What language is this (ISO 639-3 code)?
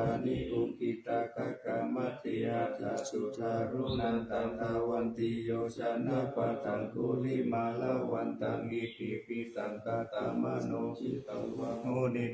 pli